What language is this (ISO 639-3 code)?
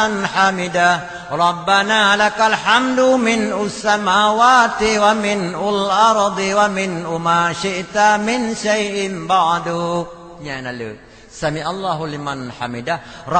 ace